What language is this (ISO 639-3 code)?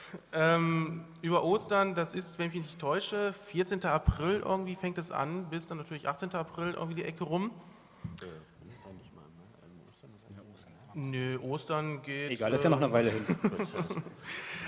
deu